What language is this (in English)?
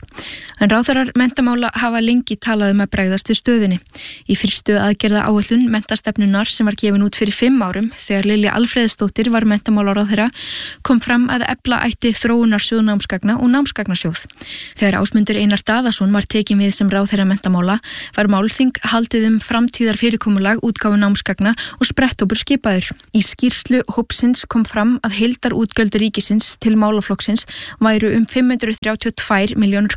Icelandic